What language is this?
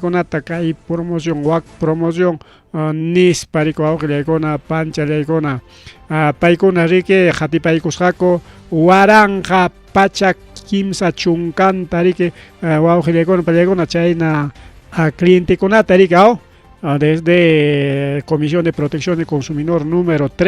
Ayacucho Quechua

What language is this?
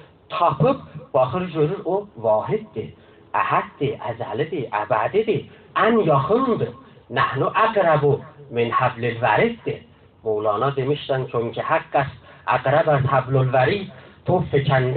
South Azerbaijani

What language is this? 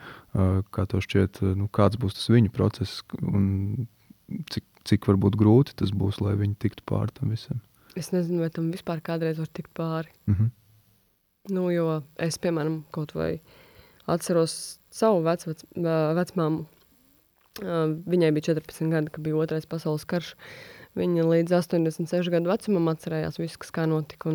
Latvian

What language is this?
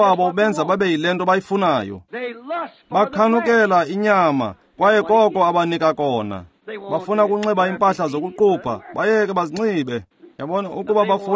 Xhosa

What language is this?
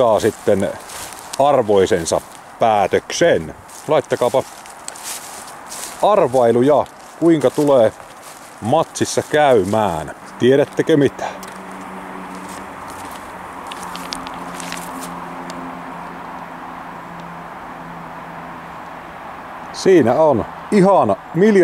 Finnish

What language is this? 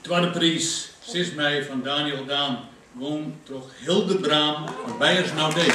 Western Frisian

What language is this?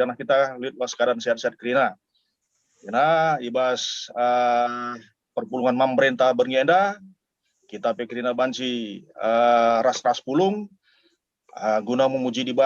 Batak Karo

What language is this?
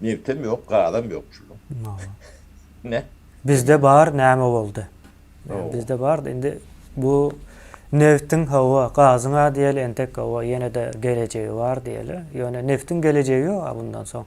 Turkmen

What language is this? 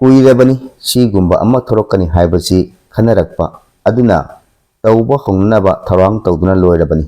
Manipuri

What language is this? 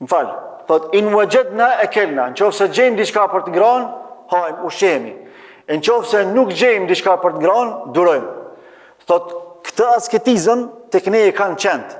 Albanian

